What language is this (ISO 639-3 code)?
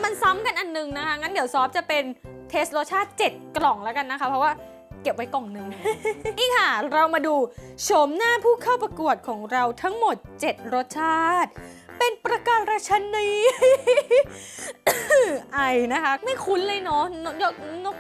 tha